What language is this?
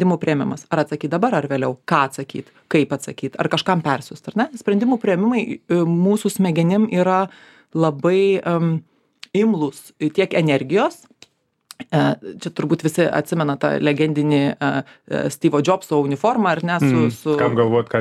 Lithuanian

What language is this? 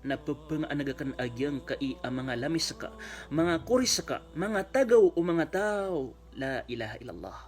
Maranao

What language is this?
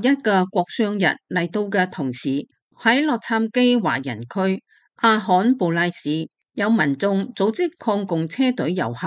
Cantonese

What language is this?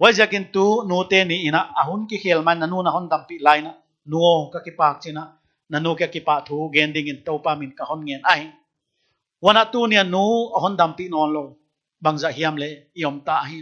Paite Chin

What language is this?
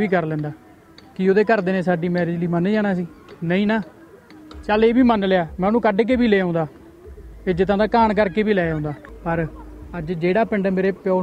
Punjabi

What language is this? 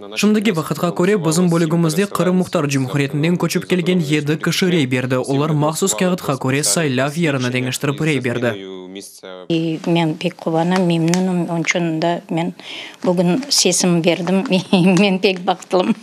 Crimean Tatar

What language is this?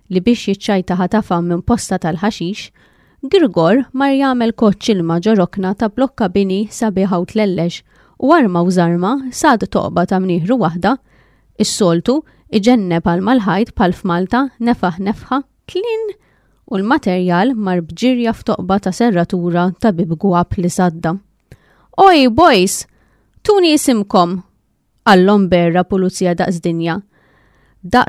Maltese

